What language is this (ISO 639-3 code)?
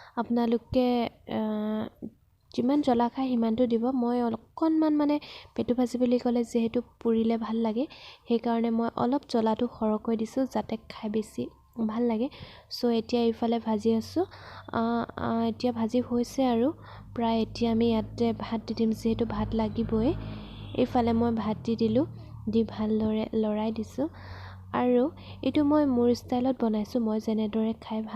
asm